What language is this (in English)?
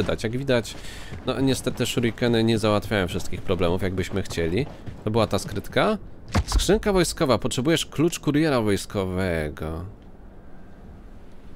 Polish